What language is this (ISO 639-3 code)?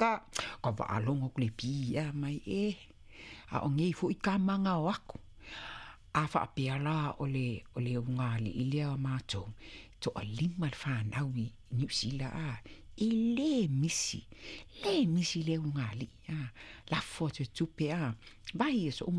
smo